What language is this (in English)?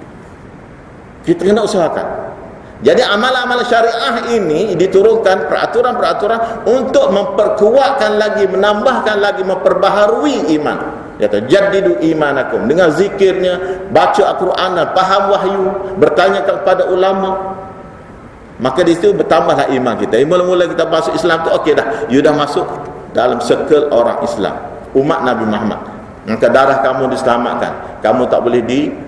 Malay